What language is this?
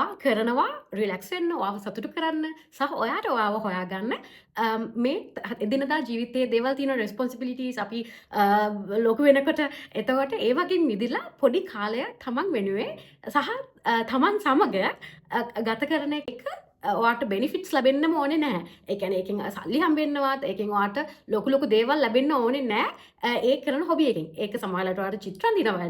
Sinhala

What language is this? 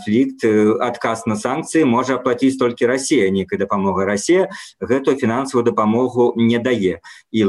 Belarusian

